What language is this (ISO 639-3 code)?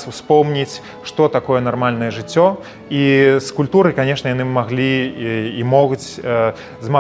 bel